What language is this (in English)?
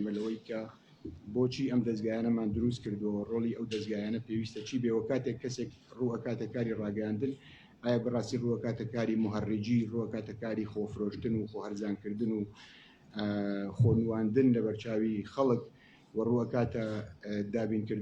Central Kurdish